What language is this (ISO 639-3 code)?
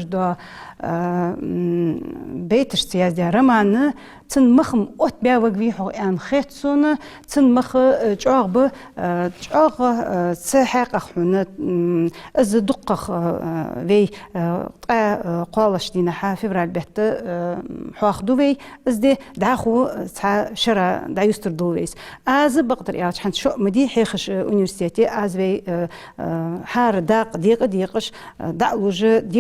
inh